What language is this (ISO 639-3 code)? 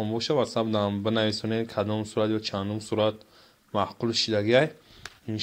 tgk